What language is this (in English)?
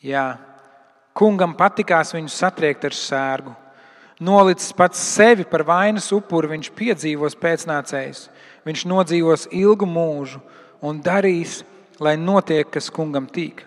Latvian